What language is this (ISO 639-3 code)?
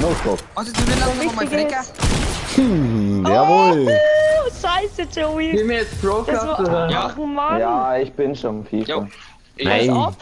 bar